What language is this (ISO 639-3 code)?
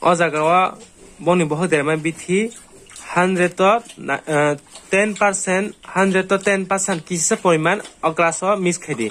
trp